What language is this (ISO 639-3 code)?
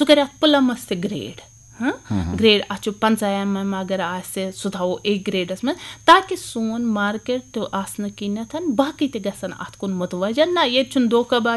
kas